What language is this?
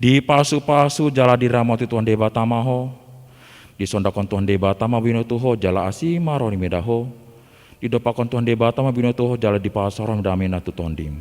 Batak Toba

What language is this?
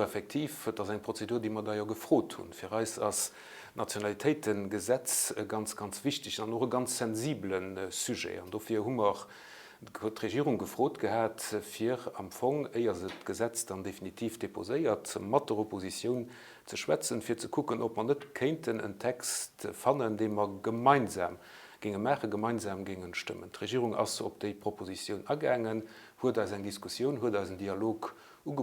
Luxembourgish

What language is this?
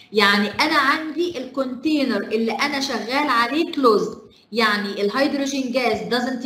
Egyptian Arabic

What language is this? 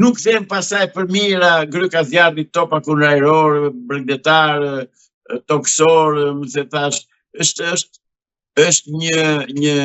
Albanian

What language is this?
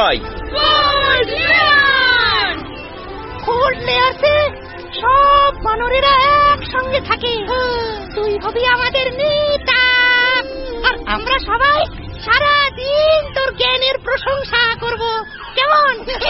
Bangla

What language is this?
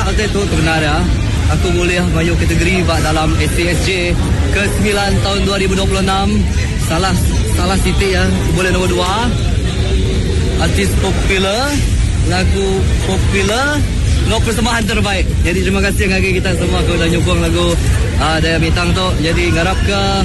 Malay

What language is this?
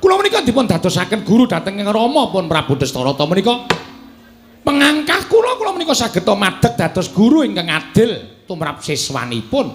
Javanese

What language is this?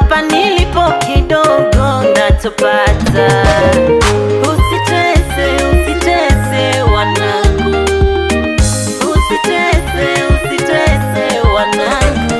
Swahili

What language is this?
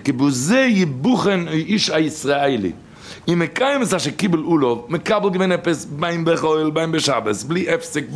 Yiddish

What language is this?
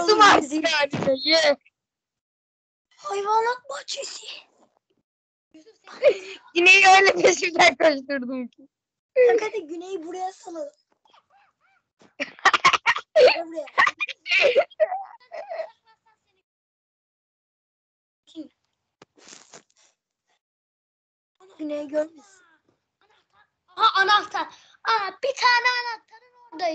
Turkish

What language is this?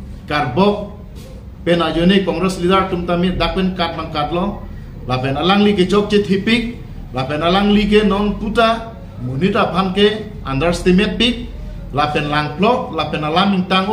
Karbi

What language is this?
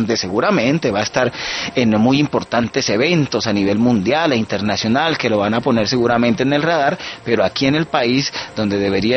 Spanish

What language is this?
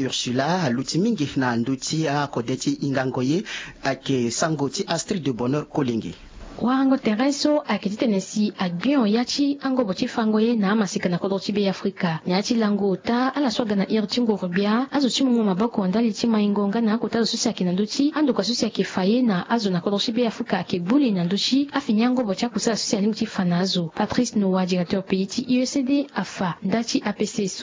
Sango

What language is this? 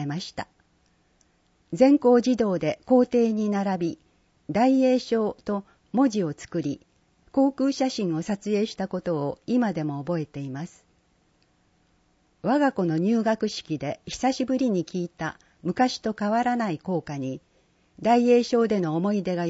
Japanese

